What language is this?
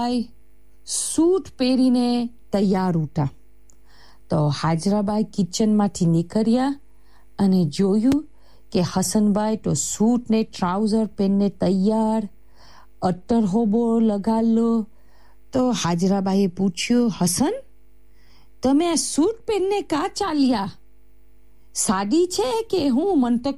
Gujarati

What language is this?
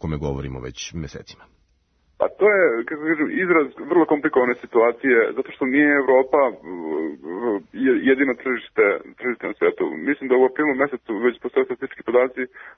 Serbian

